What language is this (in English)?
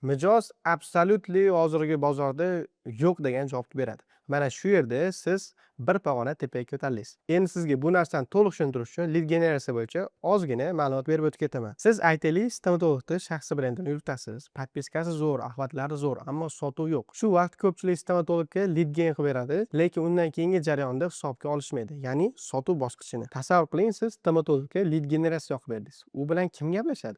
Uzbek